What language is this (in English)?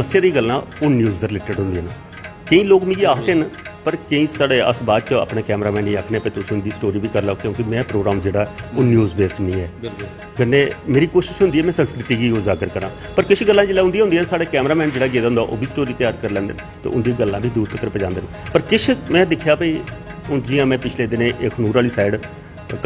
Dogri